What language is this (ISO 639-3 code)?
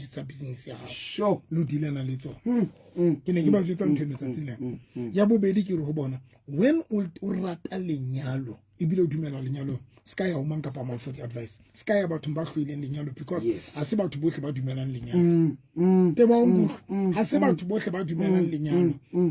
sot